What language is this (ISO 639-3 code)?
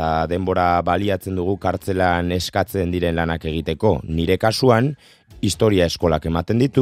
eus